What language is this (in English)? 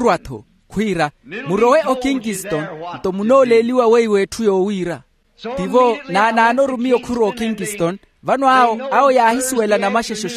Makhuwa